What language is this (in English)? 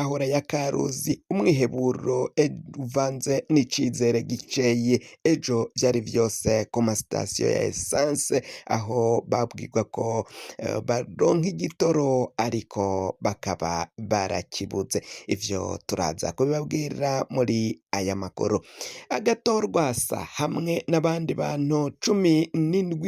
Rundi